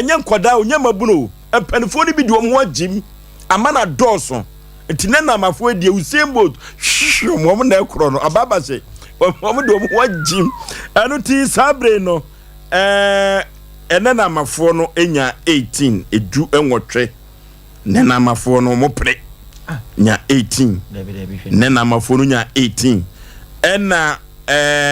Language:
Akan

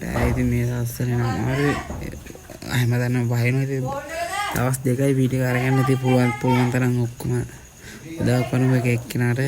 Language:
Sinhala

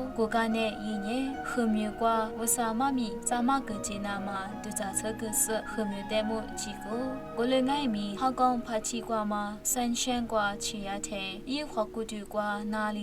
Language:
Lisu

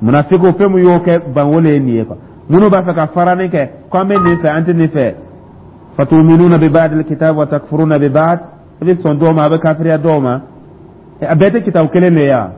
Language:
Dyula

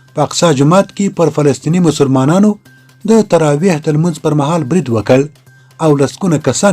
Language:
Pashto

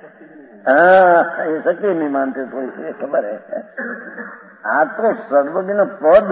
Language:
Hindi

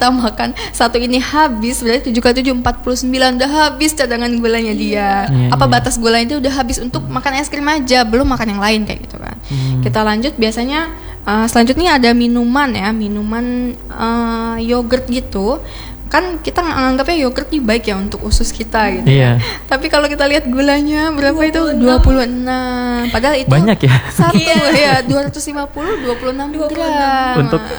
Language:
Indonesian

